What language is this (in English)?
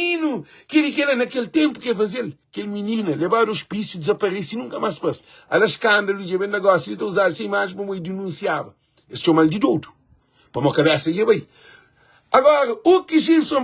Kabuverdianu